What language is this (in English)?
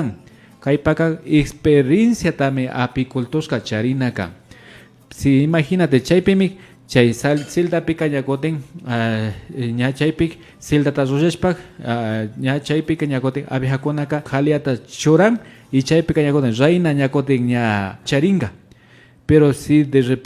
Imbabura Highland Quichua